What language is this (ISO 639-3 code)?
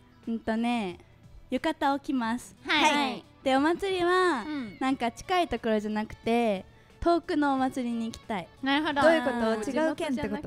jpn